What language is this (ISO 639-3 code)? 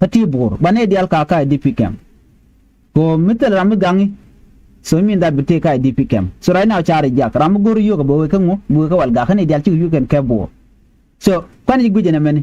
nus